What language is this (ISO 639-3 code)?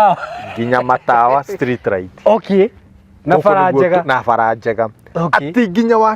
kik